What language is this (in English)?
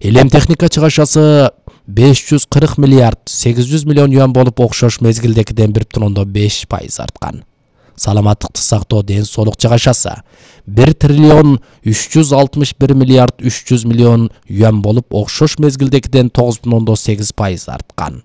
Kyrgyz